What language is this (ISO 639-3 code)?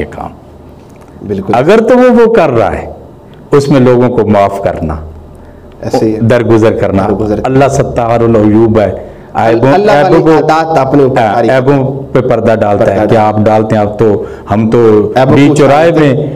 urd